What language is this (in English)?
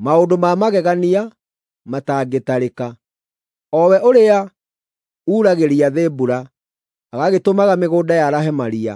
Kikuyu